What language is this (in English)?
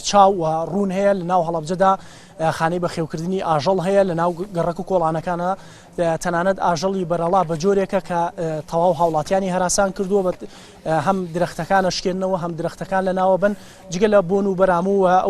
Central Kurdish